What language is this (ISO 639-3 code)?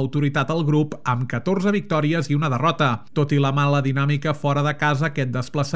cat